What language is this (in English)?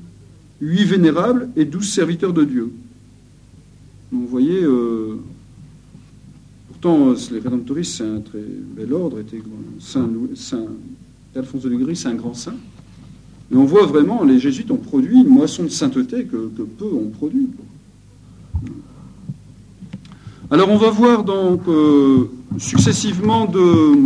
French